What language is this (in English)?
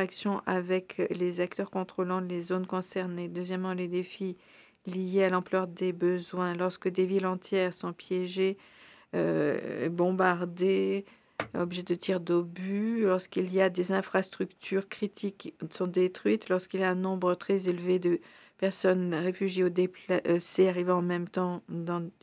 French